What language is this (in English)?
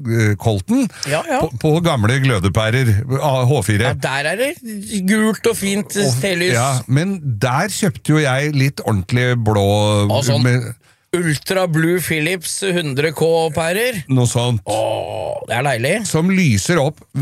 Norwegian